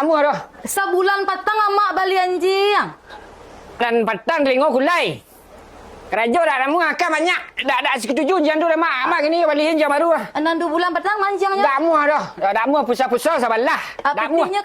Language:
Minangkabau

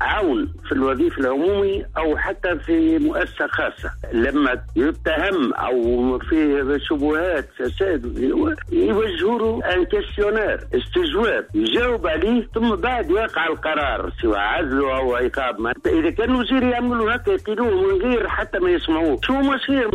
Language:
Tunisian Arabic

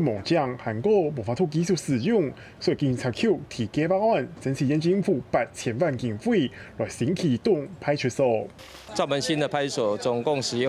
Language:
Hakka Chinese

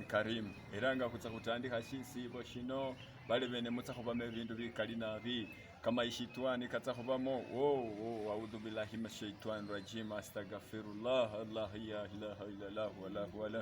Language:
Masaaba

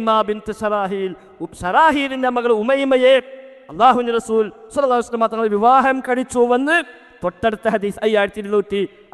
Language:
Malayalam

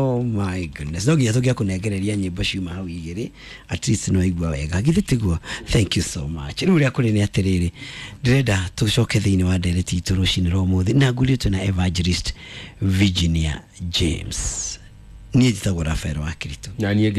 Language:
Kikuyu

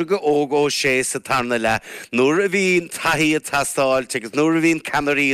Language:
Irish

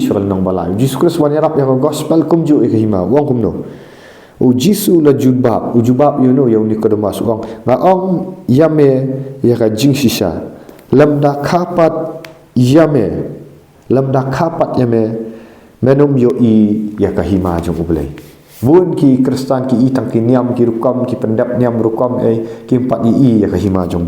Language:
Khasi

